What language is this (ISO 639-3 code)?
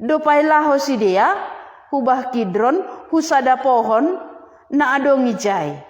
bts